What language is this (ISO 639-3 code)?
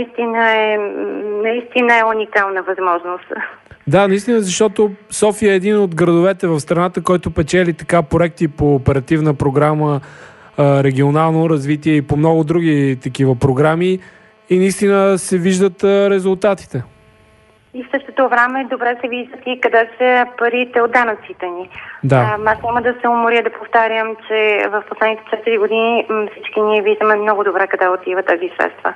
bul